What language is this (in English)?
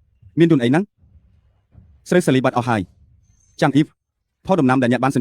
Khmer